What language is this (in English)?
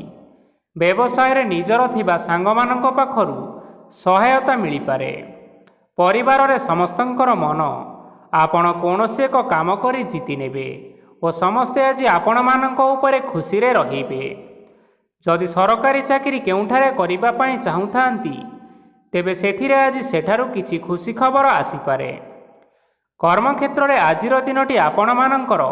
Odia